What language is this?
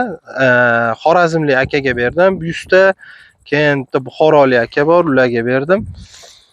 Uzbek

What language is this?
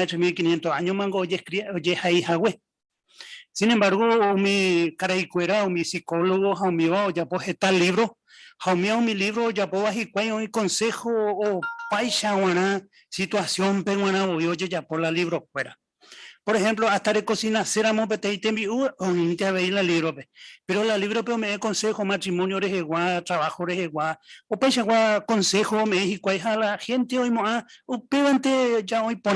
Guarani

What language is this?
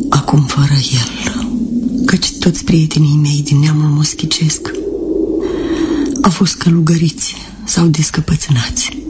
Romanian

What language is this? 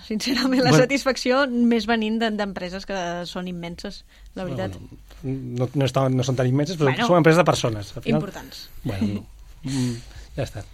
Catalan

